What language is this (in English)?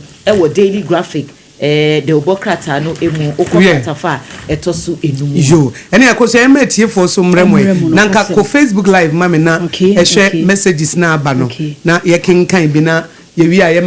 Akan